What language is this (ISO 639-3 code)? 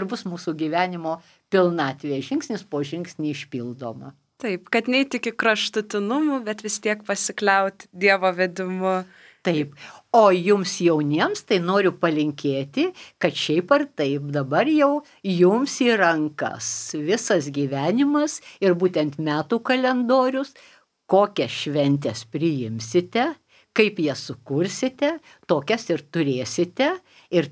lit